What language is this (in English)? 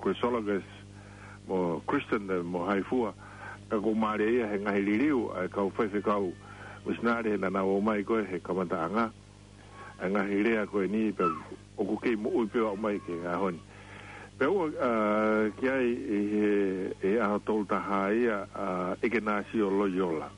Tongan